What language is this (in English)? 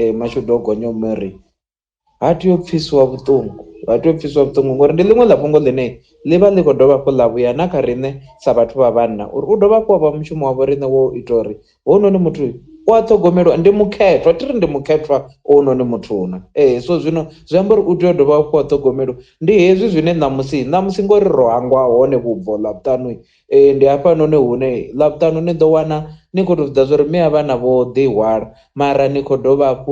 Venda